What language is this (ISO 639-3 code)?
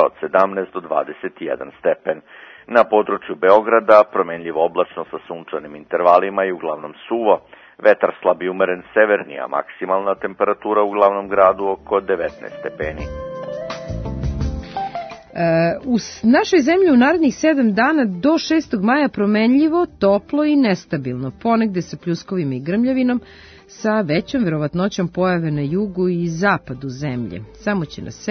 srp